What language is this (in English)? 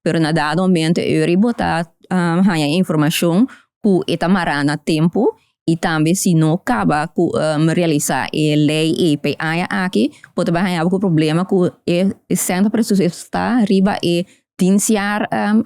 Papiamento